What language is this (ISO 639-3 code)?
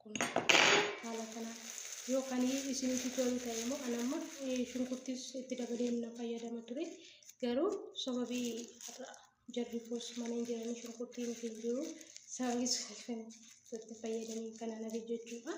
orm